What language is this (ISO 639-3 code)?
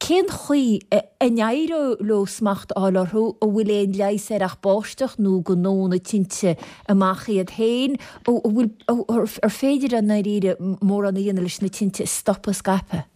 gle